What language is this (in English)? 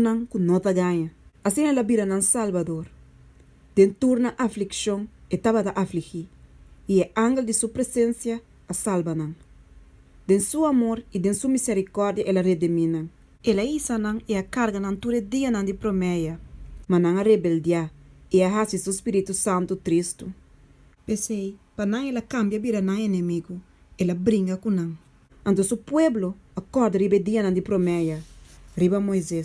Papiamento